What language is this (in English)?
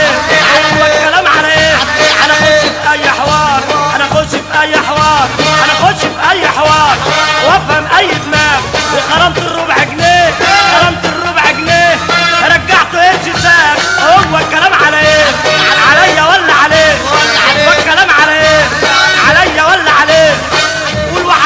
Egyptian Arabic